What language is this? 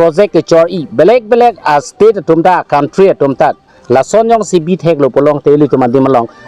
Karbi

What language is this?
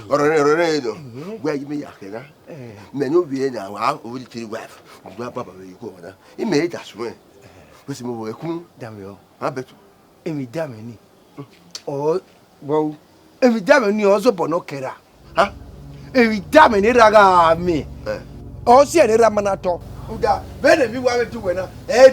Bini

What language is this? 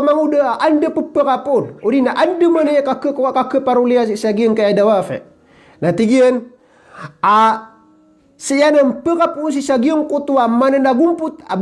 Maranao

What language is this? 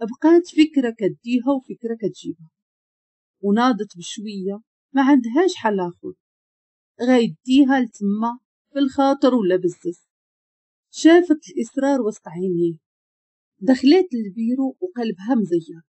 Moroccan Arabic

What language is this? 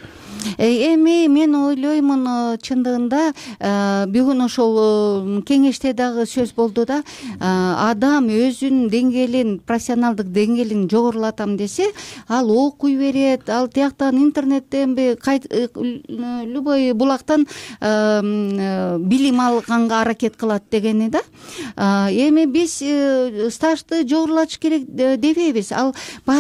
Kyrgyz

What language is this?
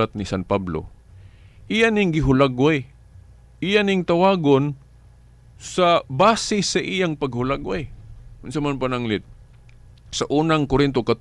Cebuano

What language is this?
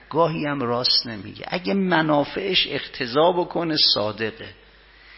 Persian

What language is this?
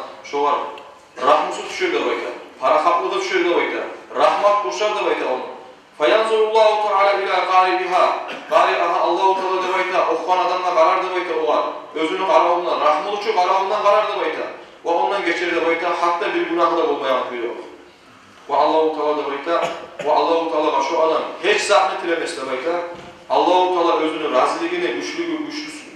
Kumyk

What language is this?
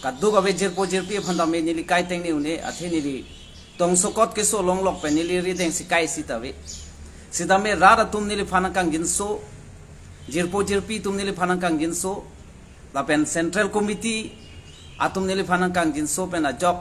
Karbi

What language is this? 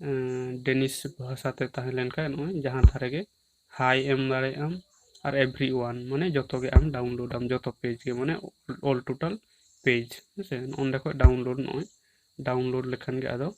Santali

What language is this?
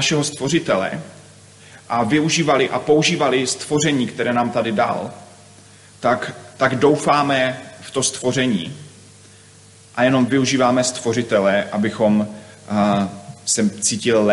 Czech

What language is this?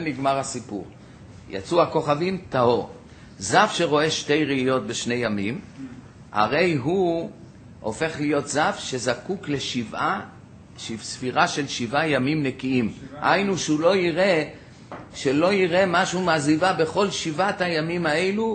Hebrew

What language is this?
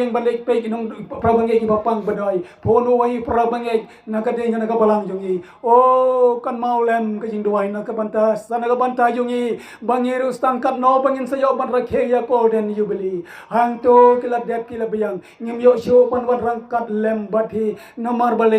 Khasi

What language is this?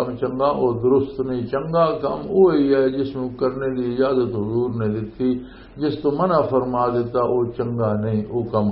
Western Panjabi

